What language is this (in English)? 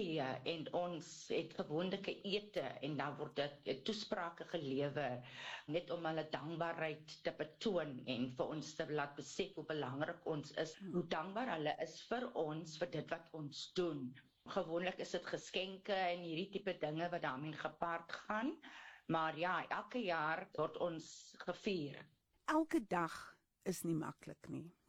Afrikaans